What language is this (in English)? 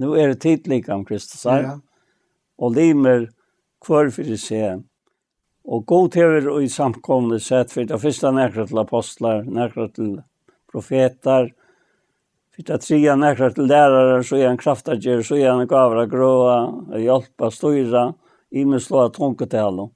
Faroese